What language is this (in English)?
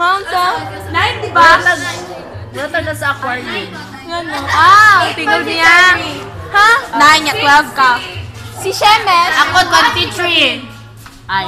Cebuano